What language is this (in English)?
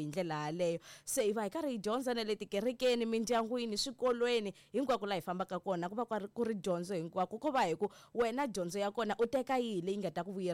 Tsonga